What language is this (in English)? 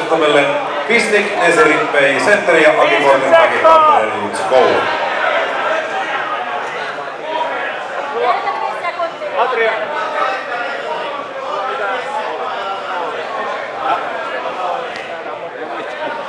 Finnish